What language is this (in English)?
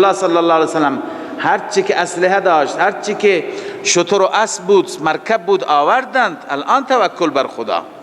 Persian